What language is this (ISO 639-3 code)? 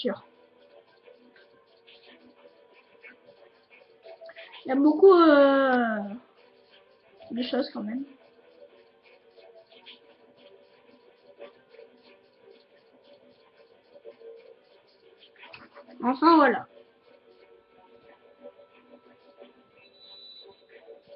fra